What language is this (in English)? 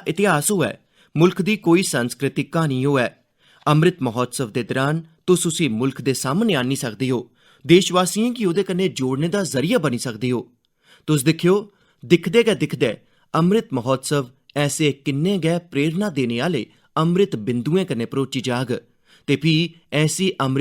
Dogri